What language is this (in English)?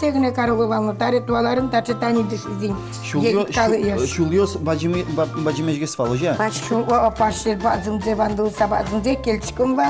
Udmurt